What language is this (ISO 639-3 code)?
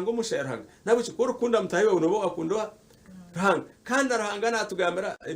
nyn